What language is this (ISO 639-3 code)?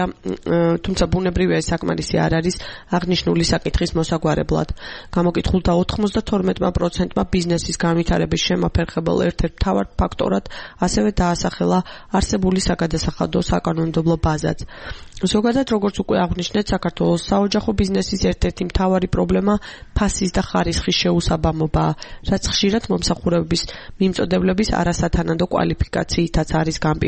kat